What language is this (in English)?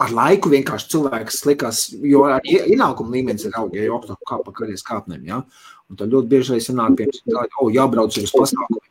Latvian